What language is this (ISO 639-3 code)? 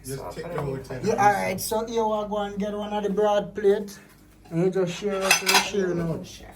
jam